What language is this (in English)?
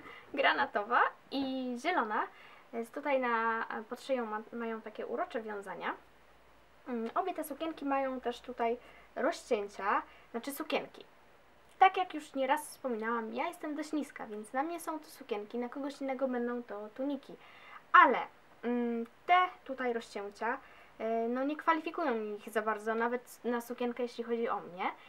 Polish